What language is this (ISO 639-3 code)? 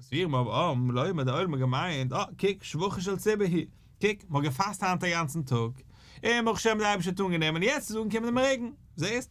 yid